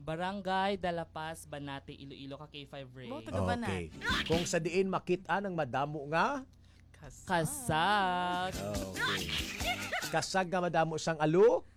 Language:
Hiligaynon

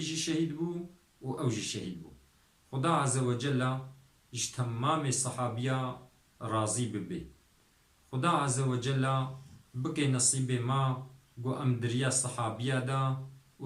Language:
Kurdish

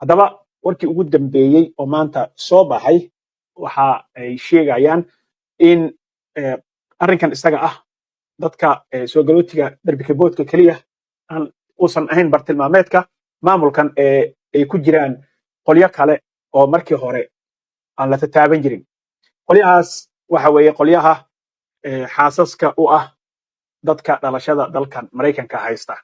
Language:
Somali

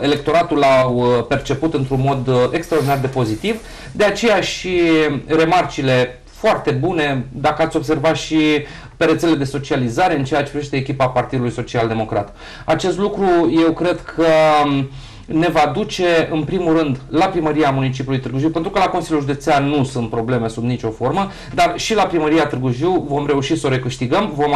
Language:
Romanian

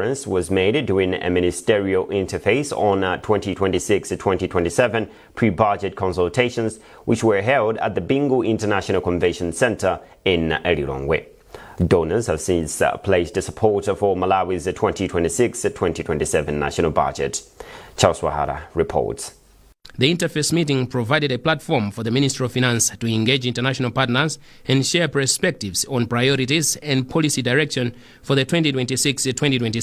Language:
English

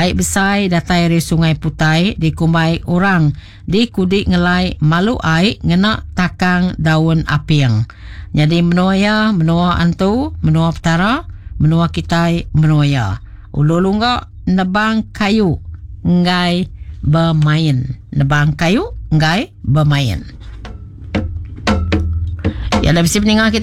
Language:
Iban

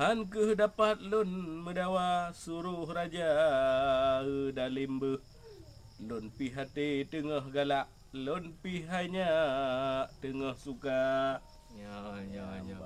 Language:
Achinese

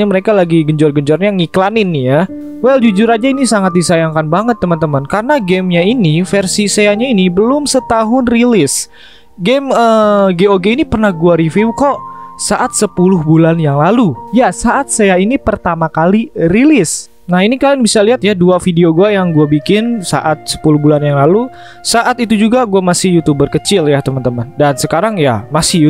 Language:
Indonesian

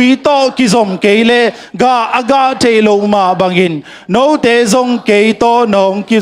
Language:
Tedim Chin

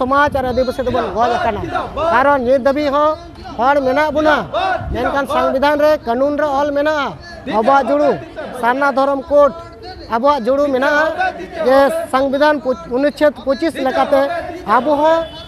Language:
Santali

